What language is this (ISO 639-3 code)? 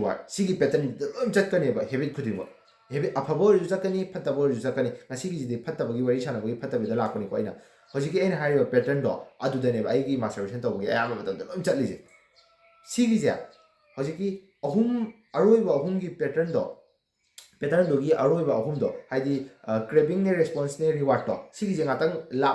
mni